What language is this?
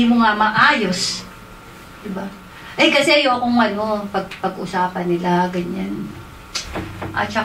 Filipino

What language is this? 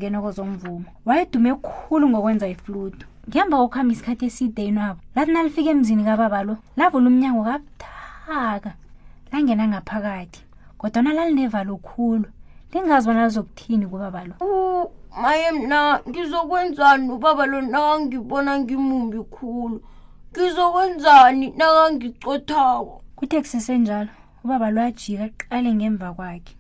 South Ndebele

